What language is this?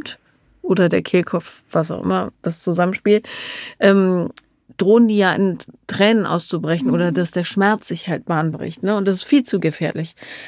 German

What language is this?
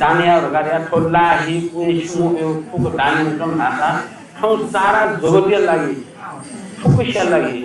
Newari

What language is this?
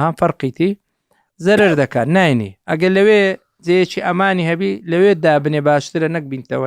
Central Kurdish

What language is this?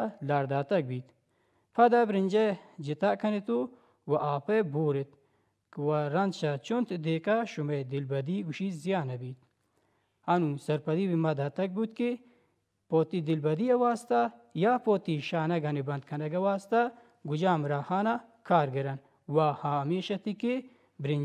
Baluchi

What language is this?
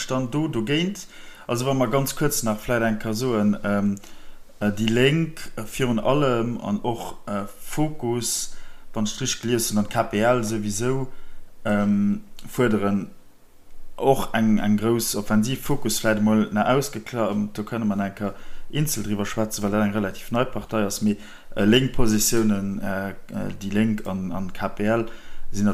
Luxembourgish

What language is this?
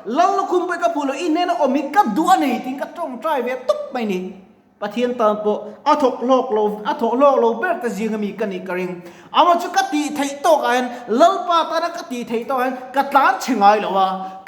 Mizo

